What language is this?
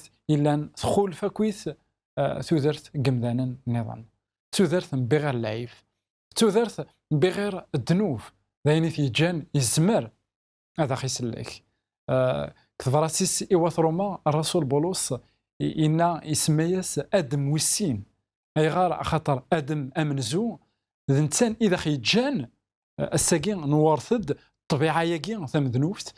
Kabyle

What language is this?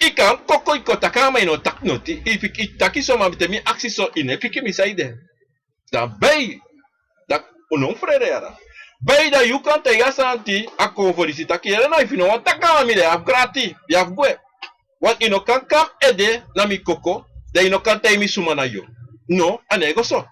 Sranan Tongo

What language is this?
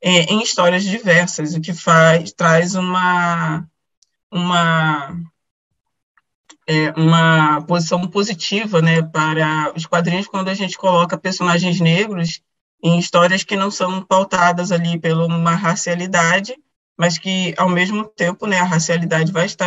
Portuguese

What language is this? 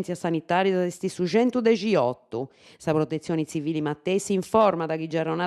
Sardinian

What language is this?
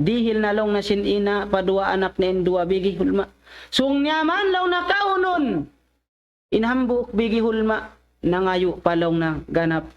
Tausug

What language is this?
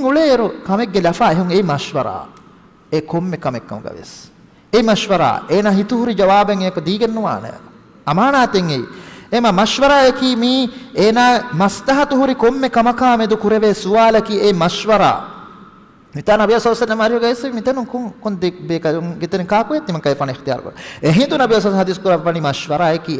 Divehi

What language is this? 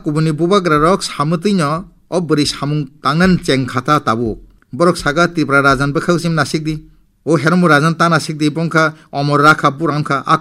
Kok Borok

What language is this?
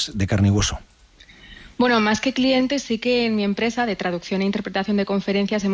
Spanish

